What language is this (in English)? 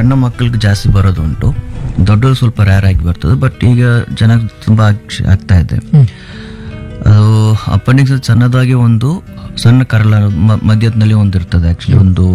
Kannada